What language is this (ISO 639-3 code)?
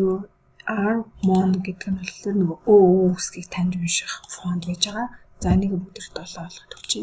mon